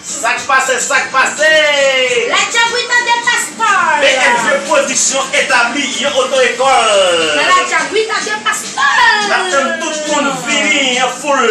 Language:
Haitian Creole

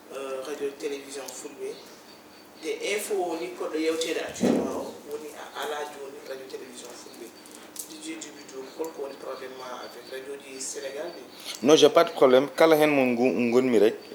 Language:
Fula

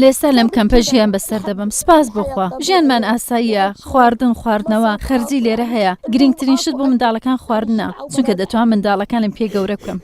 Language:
Central Kurdish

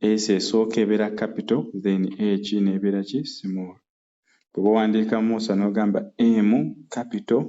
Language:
Ganda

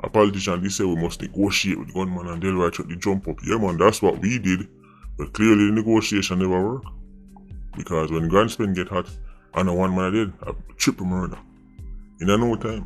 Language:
Jamaican Creole English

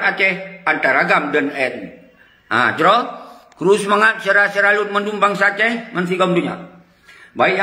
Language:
Achinese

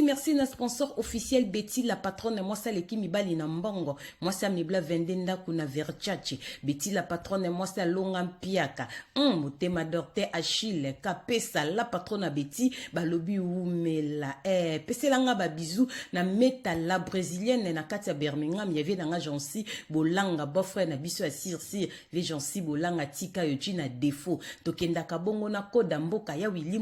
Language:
Lingala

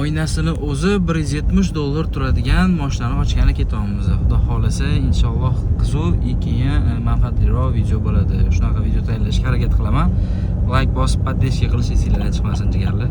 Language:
Uzbek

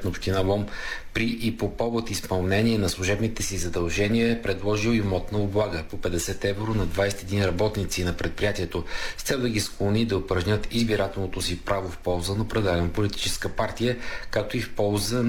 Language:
Bulgarian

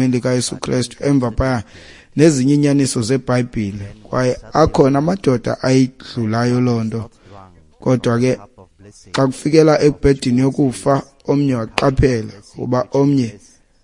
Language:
Xhosa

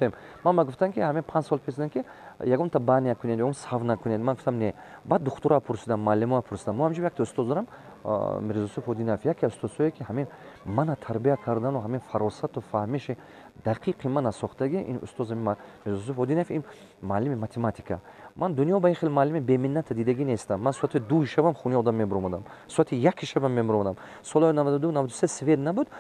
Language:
Tajik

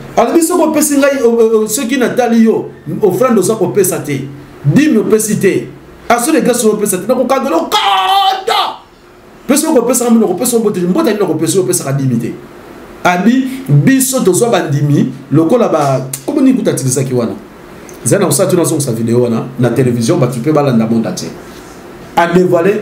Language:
Lingala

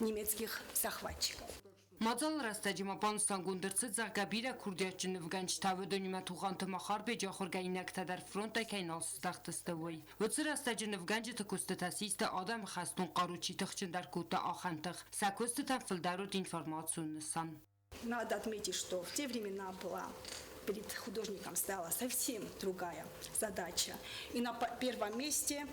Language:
Ossetic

